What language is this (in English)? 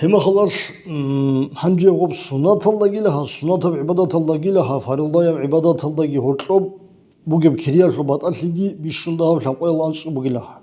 Avaric